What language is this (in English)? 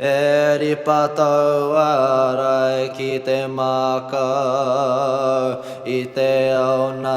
Māori